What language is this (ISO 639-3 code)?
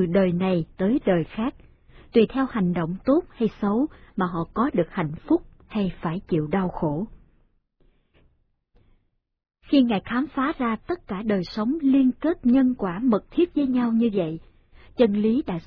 vie